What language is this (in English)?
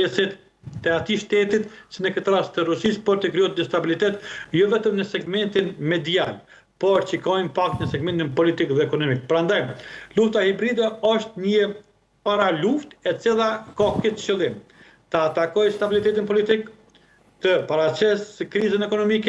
Albanian